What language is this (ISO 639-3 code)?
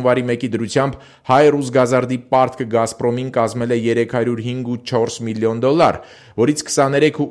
hye